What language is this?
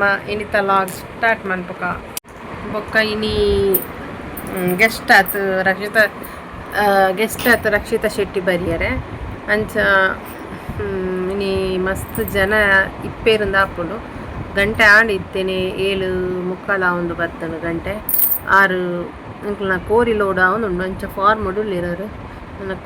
Tulu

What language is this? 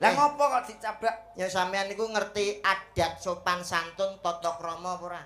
Javanese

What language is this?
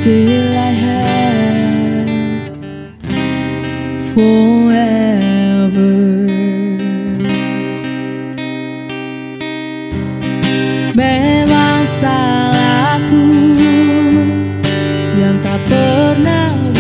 Indonesian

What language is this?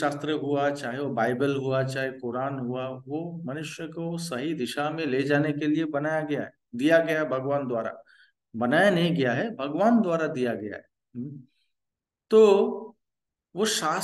Hindi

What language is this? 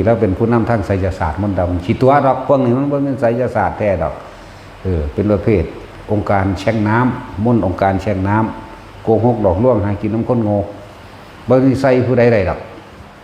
Northeastern Thai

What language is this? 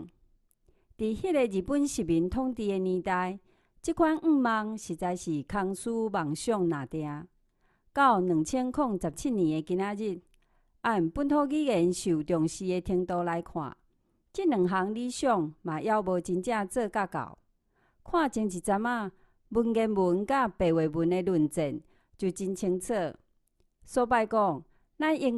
Min Nan Chinese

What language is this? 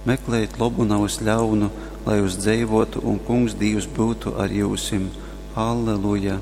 Latgalian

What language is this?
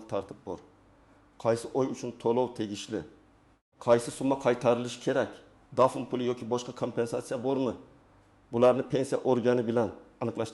Uzbek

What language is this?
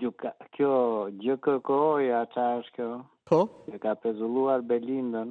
Albanian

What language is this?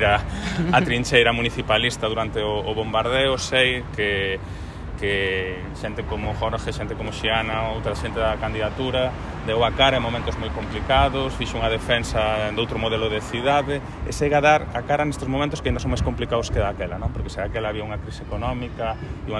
Galician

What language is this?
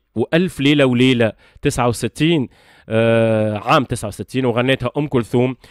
Tunisian Arabic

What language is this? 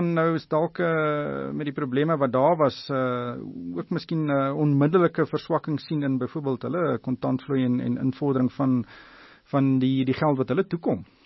Afrikaans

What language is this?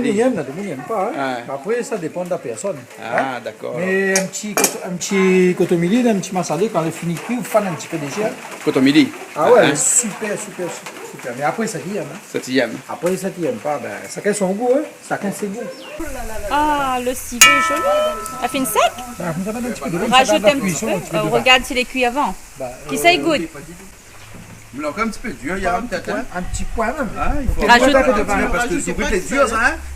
Réunion Creole French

